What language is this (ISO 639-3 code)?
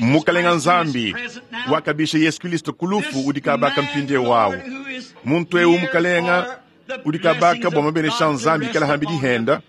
lua